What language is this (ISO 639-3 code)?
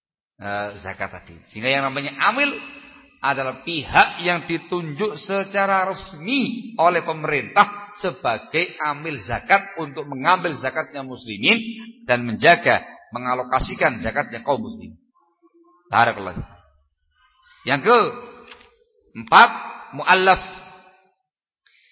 ind